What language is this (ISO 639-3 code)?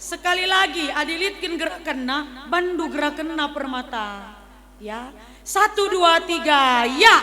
btx